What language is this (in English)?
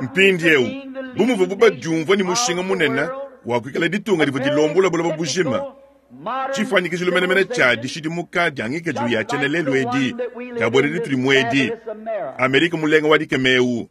Luba-Lulua